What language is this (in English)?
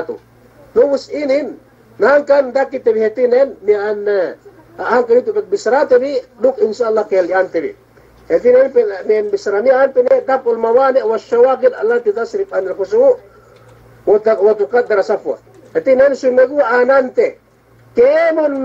Yakan